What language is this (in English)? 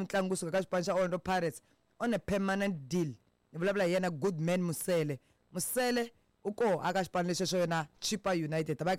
Tsonga